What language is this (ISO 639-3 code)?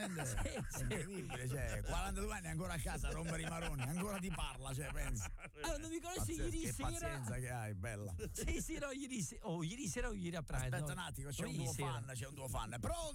ita